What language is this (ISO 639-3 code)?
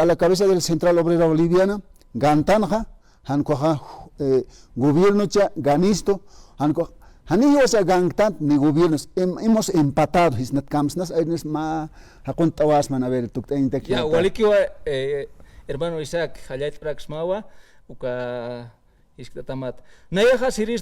aym